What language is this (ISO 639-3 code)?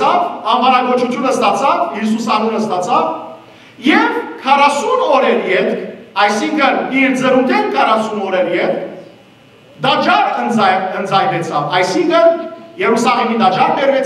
hyw